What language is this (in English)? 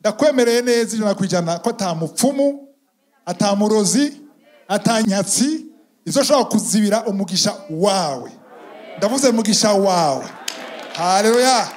Rundi